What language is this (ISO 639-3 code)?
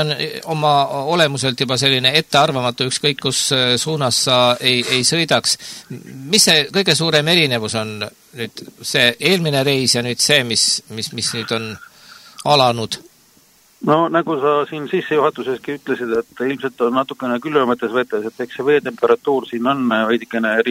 est